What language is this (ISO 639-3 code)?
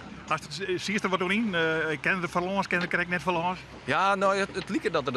fry